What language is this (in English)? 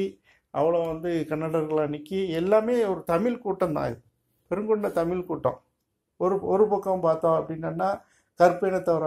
Tamil